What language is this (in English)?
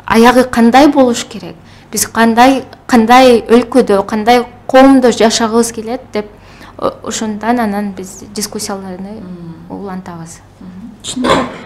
Kyrgyz